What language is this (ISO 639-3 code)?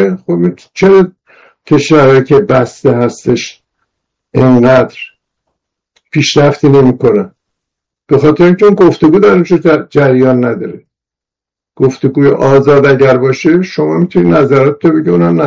fas